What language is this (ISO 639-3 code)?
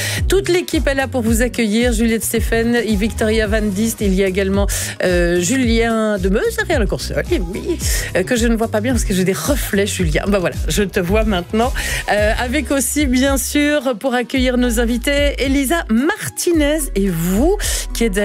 fra